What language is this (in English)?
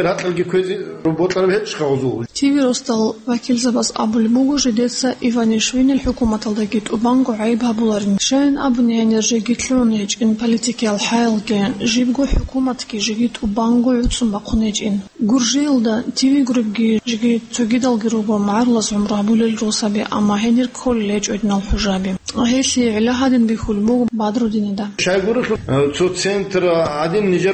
Avaric